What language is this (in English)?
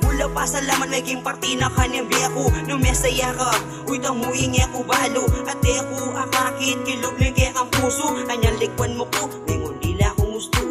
Pampanga